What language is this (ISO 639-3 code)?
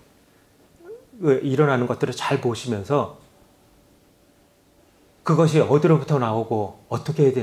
kor